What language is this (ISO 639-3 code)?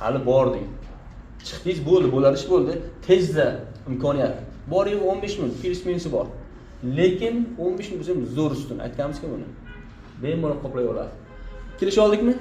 uzb